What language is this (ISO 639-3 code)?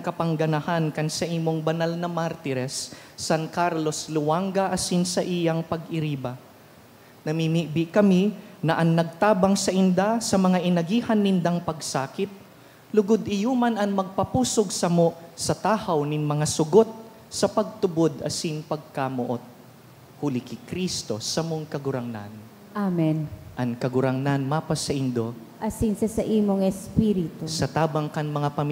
bik